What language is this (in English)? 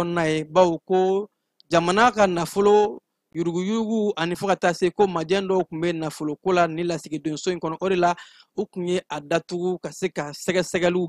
Bambara